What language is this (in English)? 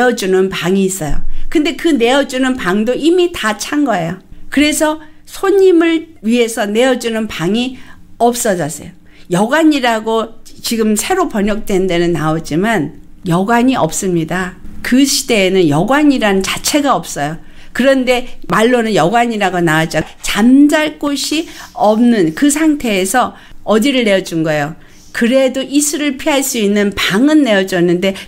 Korean